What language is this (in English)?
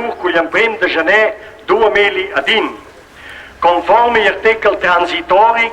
Romansh